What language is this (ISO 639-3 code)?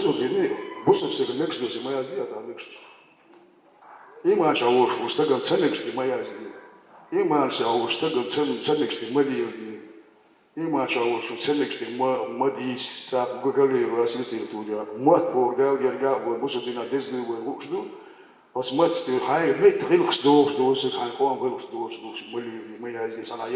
che